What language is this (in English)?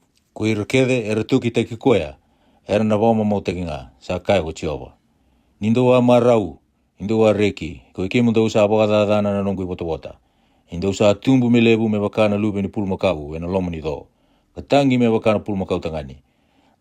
Fijian